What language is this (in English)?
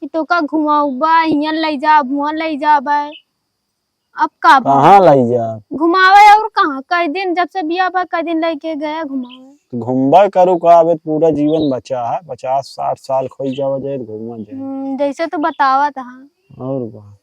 Awadhi